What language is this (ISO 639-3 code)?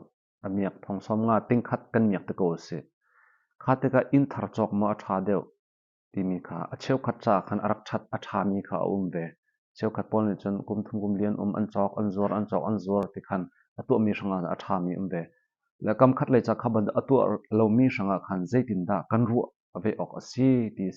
cnh